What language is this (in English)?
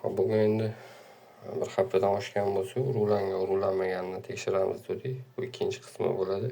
Uzbek